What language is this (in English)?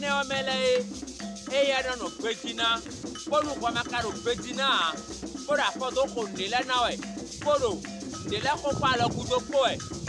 Fon